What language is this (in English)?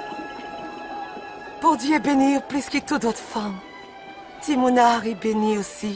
Guadeloupean Creole French